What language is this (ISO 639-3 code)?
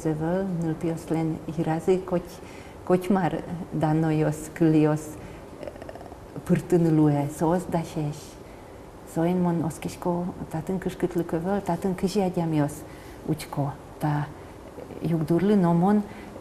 udm